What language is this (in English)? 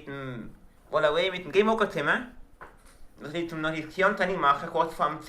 Swiss German